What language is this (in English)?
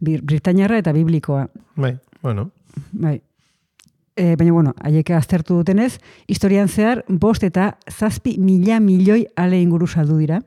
Basque